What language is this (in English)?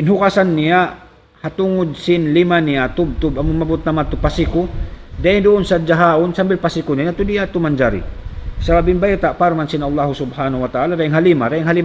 Tausug